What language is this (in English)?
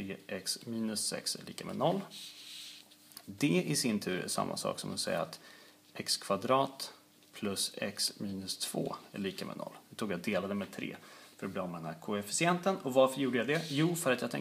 Swedish